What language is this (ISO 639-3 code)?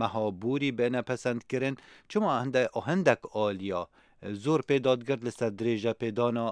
kur